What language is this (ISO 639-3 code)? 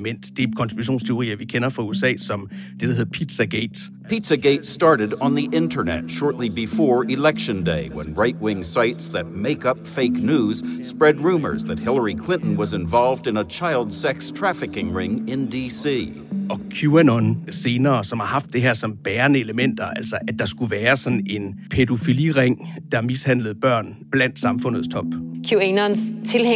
dan